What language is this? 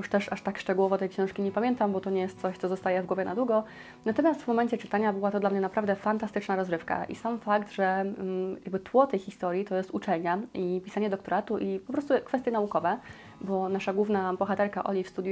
Polish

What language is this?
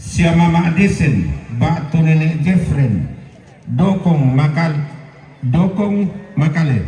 Toraja-Sa'dan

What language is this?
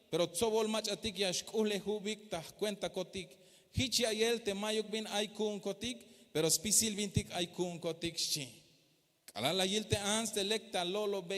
Tzeltal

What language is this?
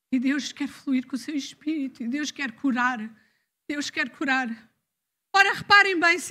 Portuguese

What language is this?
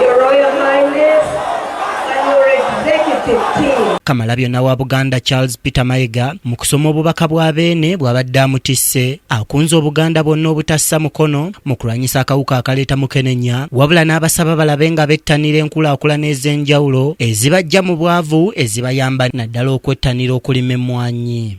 Ganda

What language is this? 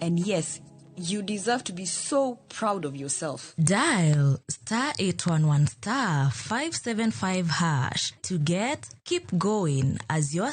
Luo (Kenya and Tanzania)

